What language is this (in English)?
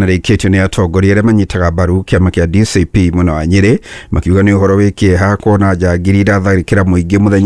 Kikuyu